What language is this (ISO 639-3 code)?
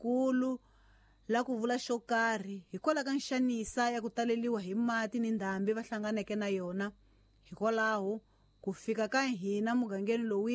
tso